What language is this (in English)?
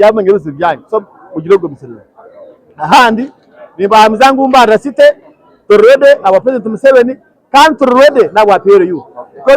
Nyankole